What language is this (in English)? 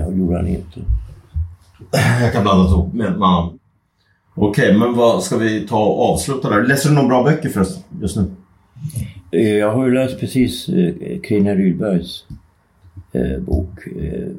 Swedish